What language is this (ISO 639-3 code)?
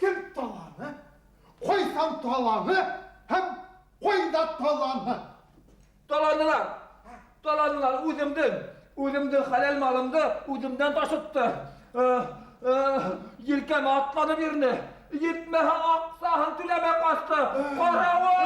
bak